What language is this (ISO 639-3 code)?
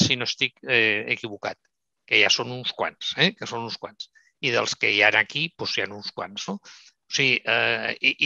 cat